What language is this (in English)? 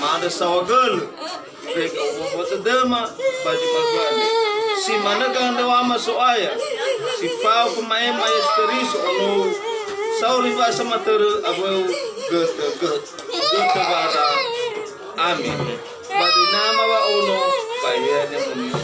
Nias